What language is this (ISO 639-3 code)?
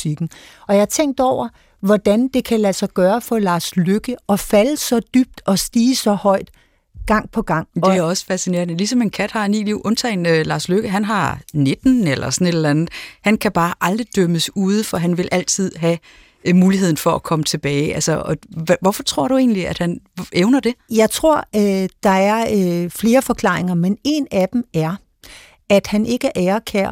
dan